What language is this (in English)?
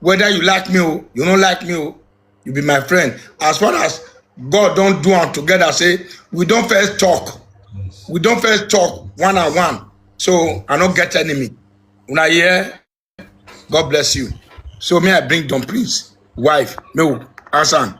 Nigerian Pidgin